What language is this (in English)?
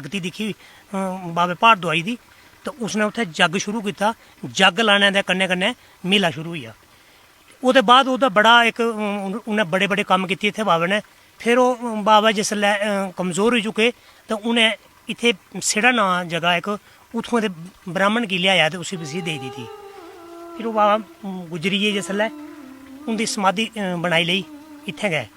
Dogri